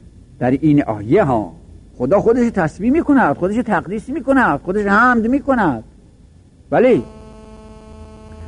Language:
Persian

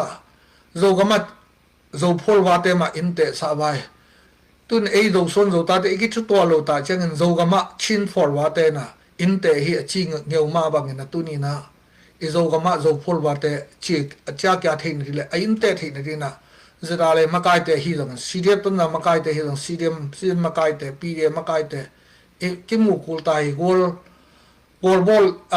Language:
Tedim Chin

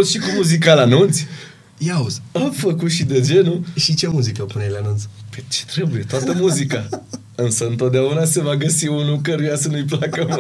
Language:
Romanian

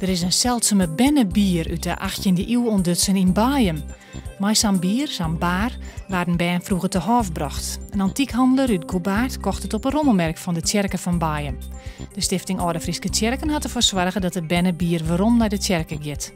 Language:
Western Frisian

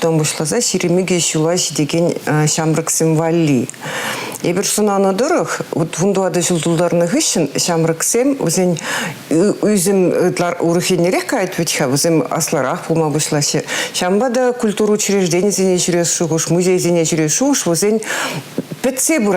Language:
Chuvash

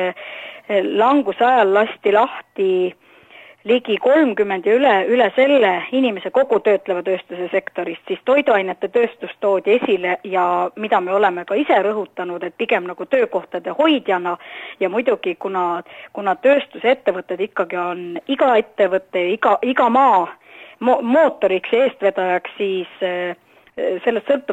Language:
Estonian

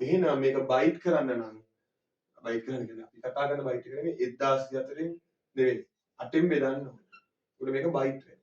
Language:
Sinhala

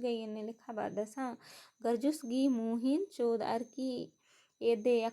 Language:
Kurukh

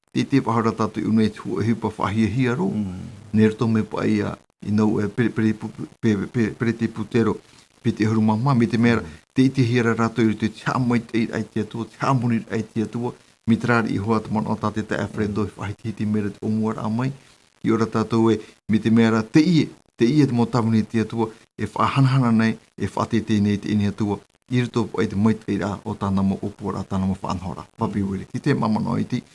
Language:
Tahitian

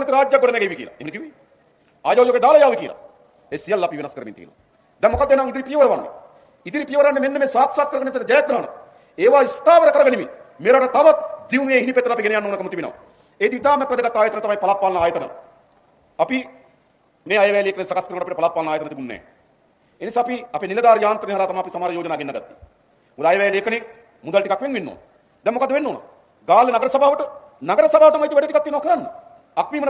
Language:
Sinhala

